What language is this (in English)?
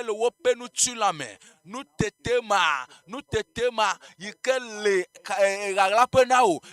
Ewe